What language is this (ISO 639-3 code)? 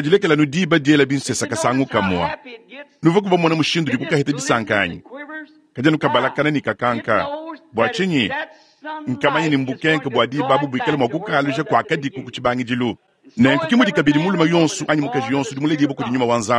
lua